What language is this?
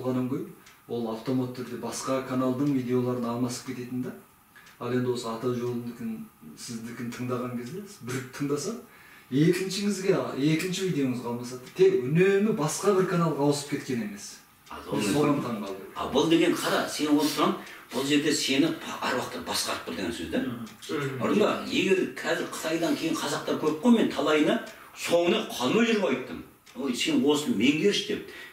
Kazakh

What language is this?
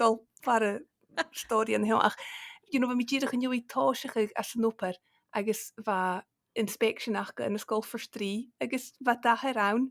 Scottish Gaelic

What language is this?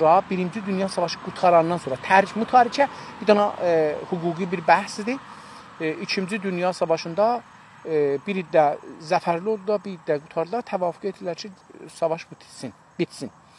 South Azerbaijani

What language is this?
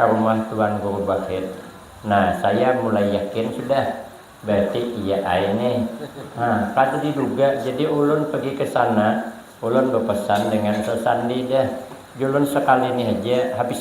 Banjar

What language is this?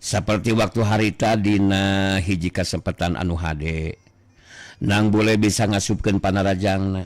Sundanese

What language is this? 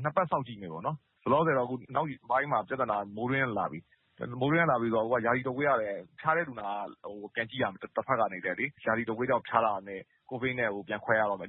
Burmese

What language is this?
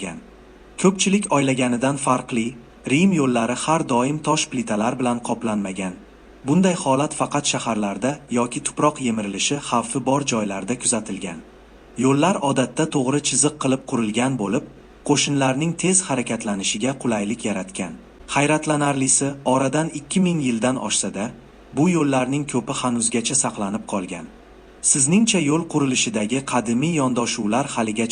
Uzbek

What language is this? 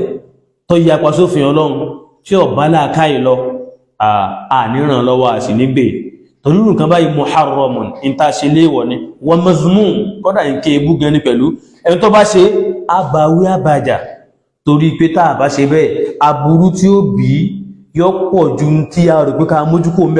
Yoruba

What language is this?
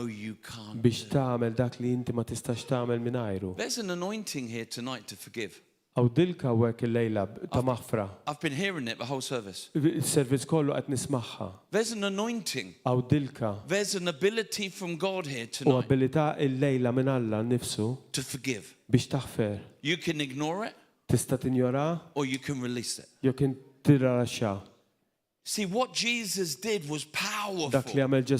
Maltese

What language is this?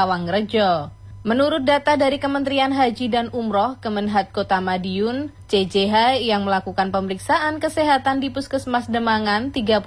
Indonesian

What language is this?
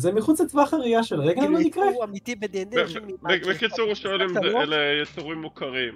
Hebrew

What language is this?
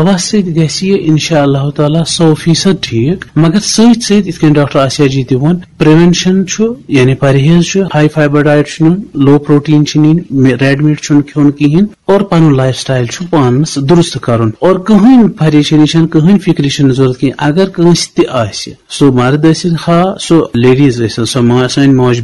Kashmiri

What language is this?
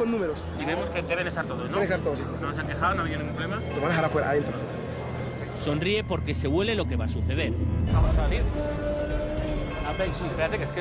Spanish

